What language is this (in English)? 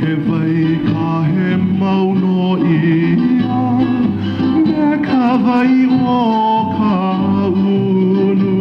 Hawaiian